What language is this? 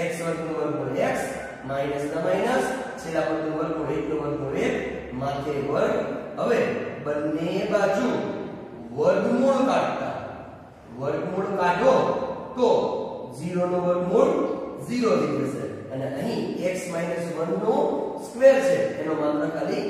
Gujarati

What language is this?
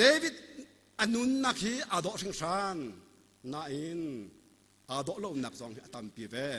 Hakha Chin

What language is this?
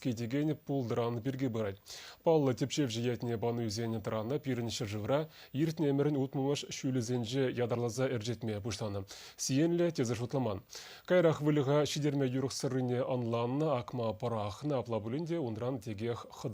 Chuvash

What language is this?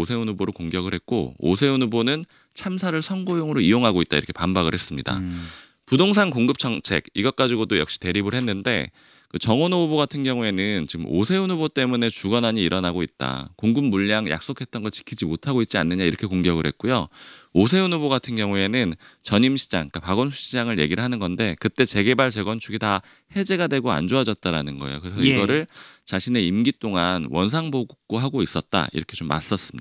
Korean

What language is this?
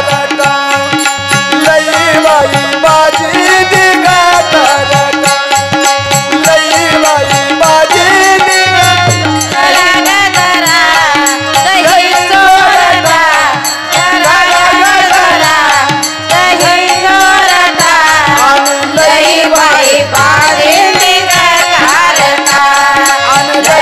Marathi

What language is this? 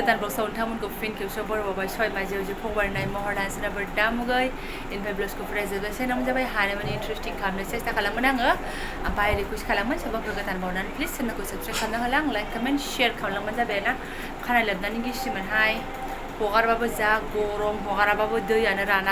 Bodo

